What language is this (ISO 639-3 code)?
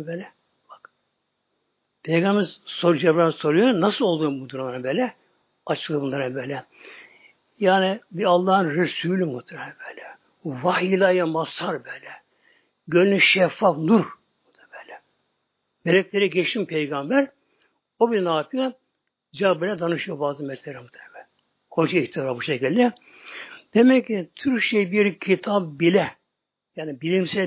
tur